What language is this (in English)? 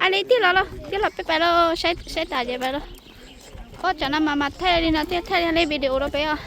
Hmong